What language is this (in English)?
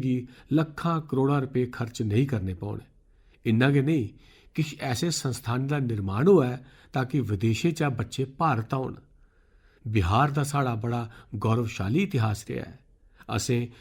Dogri